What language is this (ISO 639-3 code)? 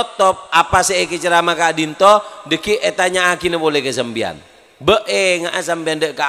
mad